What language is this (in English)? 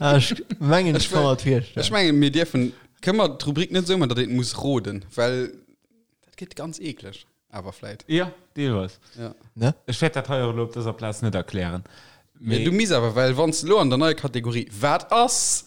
Luxembourgish